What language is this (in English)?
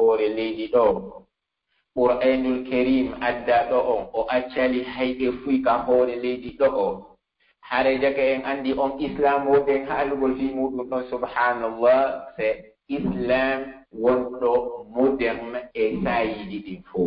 Pular